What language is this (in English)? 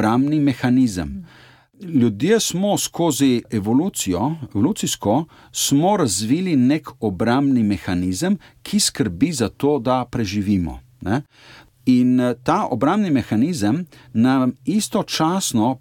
Slovenian